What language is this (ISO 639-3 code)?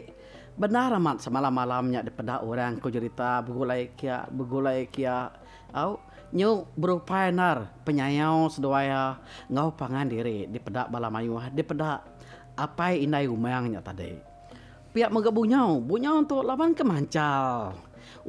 iba